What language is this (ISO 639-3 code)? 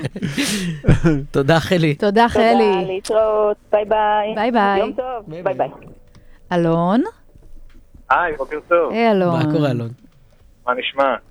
heb